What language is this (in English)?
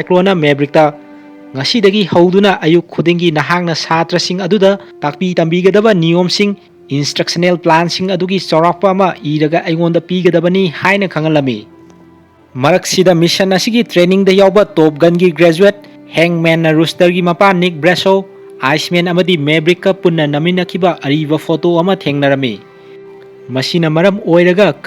Manipuri